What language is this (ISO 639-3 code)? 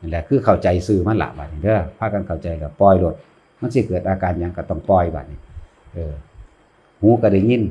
tts